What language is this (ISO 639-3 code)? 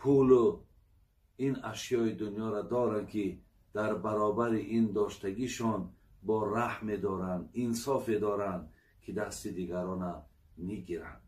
tgk